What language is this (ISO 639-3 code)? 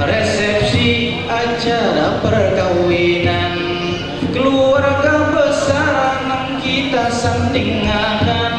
bjn